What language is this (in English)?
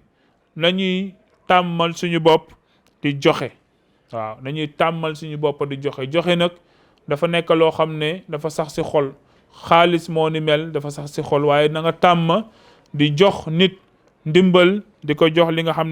Wolof